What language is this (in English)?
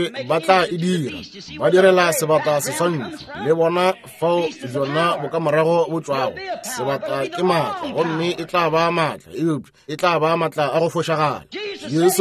Northern Sotho